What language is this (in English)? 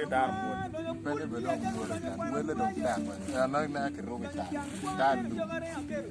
Acoli